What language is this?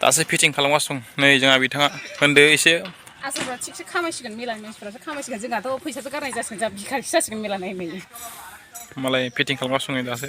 Bodo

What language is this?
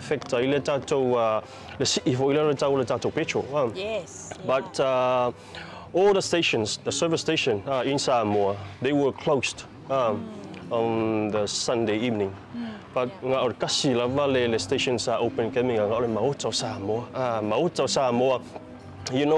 Samoan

